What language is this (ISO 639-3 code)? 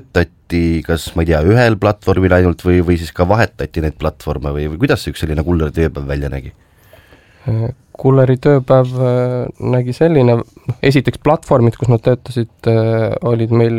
est